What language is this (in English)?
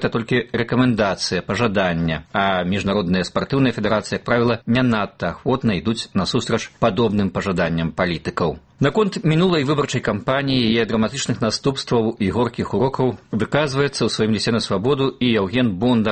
Belarusian